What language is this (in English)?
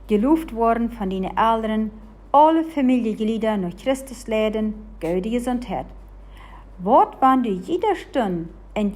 Plautdietsch